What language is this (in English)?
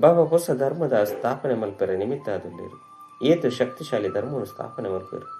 Tulu